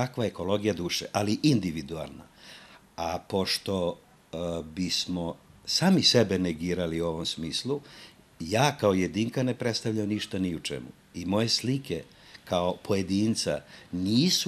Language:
Serbian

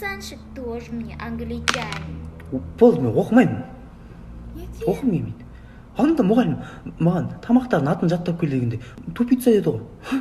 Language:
Kazakh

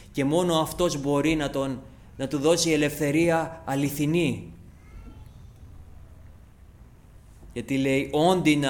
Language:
Greek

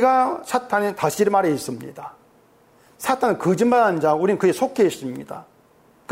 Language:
Korean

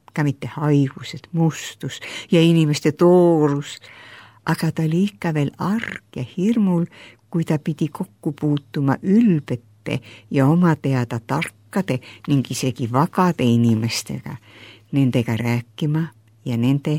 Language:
Estonian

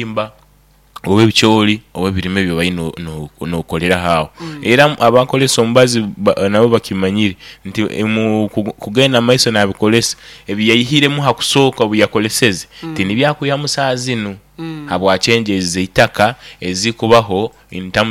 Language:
Nyoro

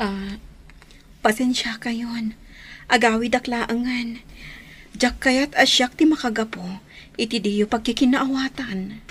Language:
Iloko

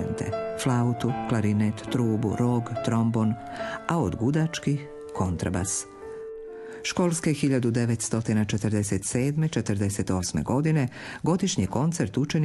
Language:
Croatian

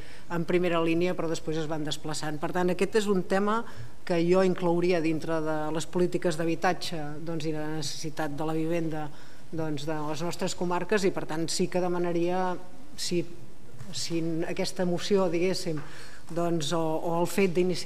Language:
Catalan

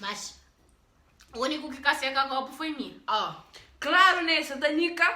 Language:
Kabuverdianu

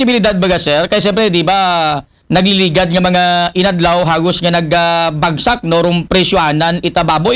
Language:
Aklanon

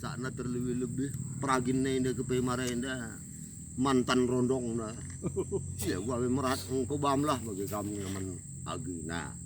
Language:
Batak Karo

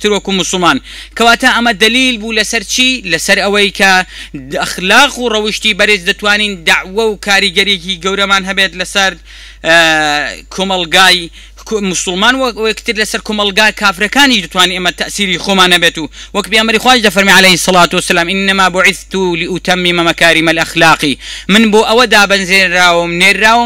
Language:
Central Kurdish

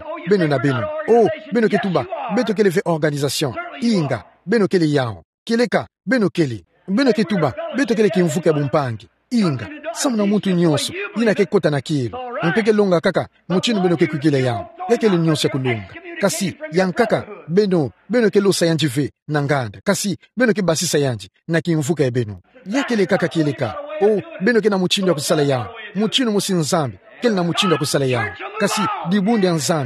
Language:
Kituba (Democratic Republic of Congo)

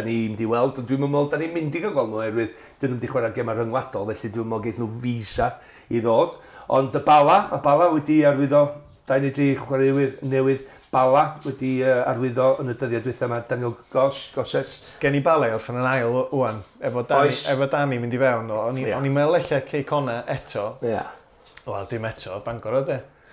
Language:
Welsh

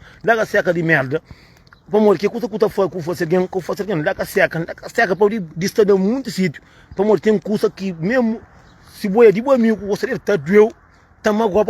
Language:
Kabuverdianu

